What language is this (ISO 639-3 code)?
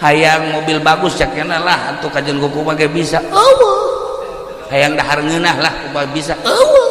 sun